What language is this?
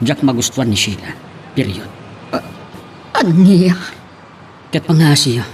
Iloko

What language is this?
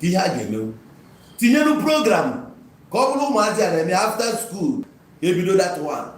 Igbo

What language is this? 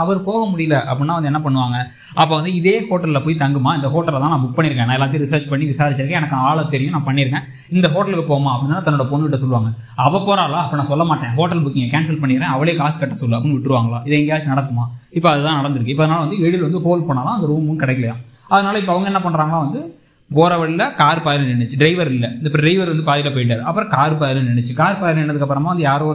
Tamil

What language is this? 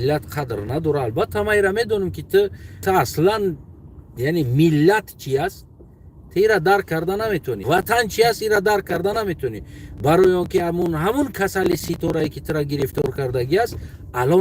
Tajik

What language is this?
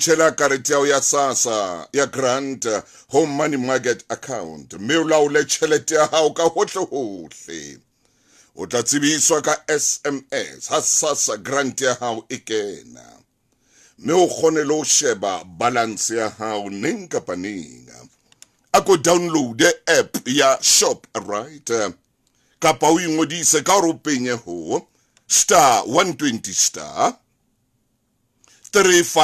Southern Sotho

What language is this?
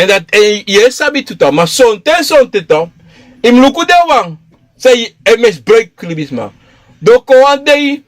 Sranan Tongo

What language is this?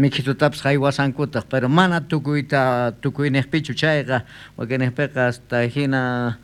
South Bolivian Quechua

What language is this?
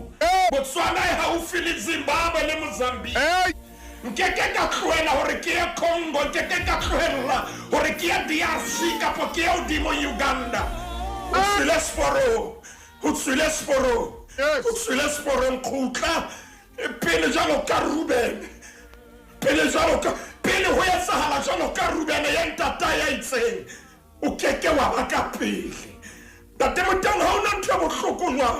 Southern Sotho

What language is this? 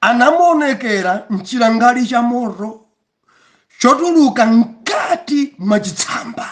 Nyanja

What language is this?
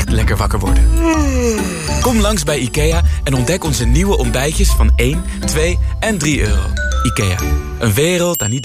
Dutch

